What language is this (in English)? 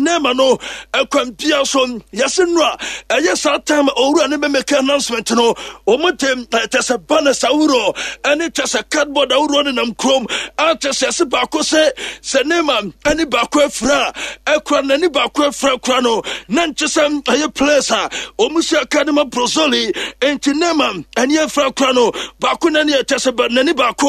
Akan